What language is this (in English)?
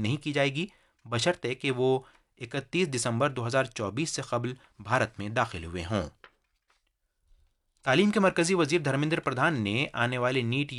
Urdu